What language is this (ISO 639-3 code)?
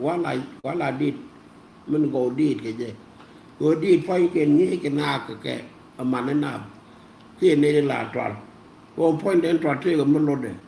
nus